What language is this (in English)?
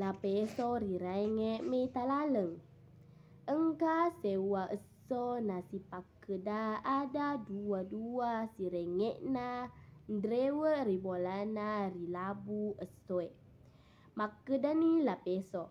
Buginese